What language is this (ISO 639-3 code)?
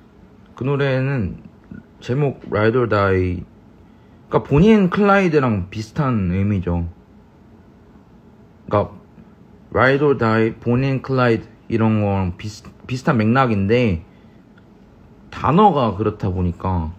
kor